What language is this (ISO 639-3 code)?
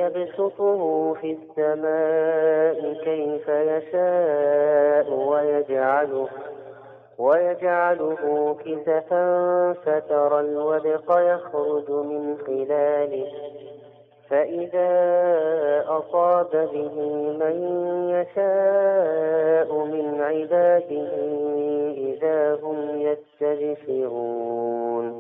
ara